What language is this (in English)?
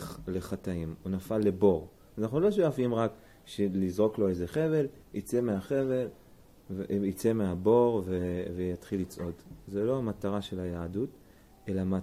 Hebrew